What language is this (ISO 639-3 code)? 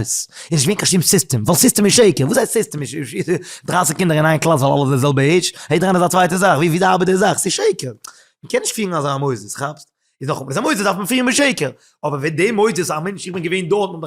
yid